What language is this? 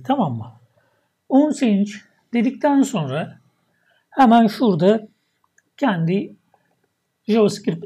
Turkish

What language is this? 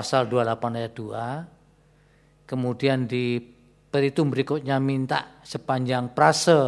Indonesian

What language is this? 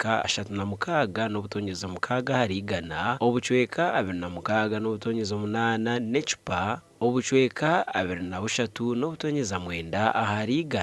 Nyankole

